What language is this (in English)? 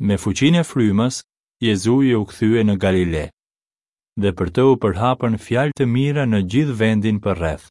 Albanian